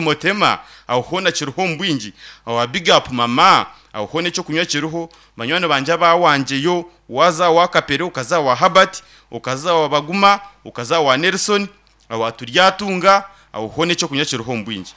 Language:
Nyankole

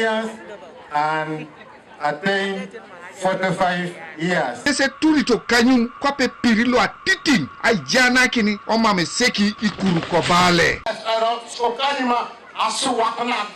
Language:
Teso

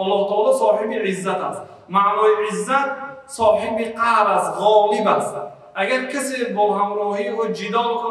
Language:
Persian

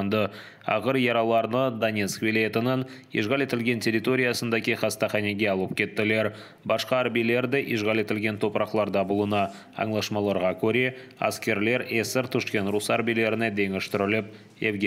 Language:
Crimean Tatar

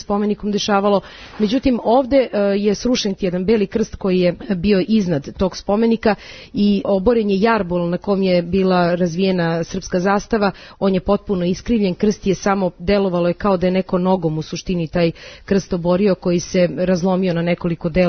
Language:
Serbian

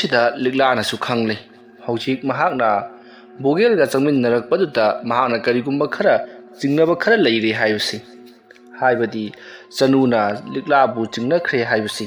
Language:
Manipuri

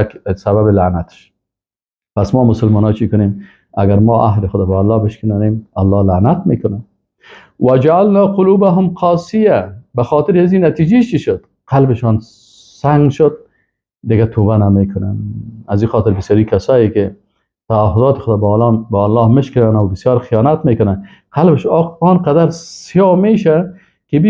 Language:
Persian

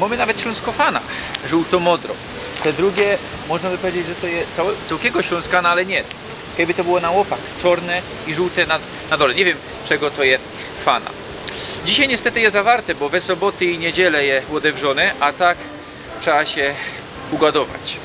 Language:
Silesian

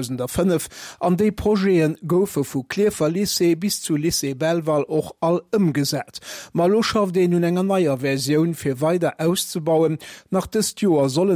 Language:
Luxembourgish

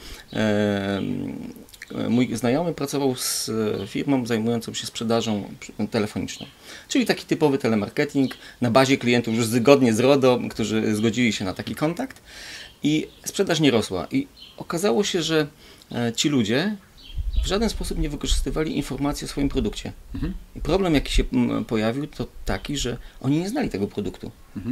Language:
Polish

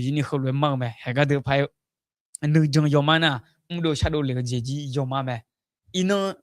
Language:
Akha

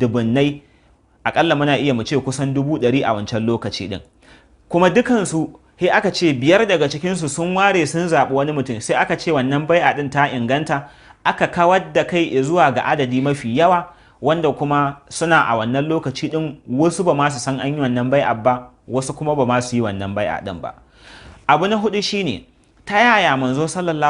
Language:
Hausa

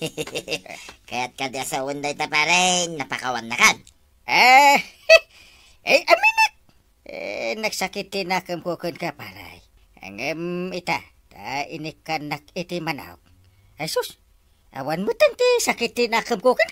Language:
Iloko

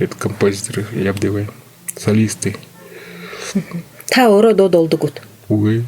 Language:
Buriat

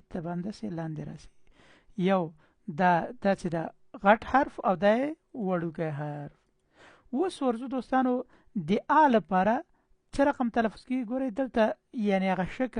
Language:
Pashto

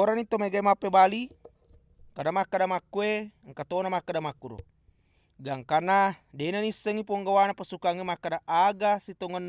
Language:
Buginese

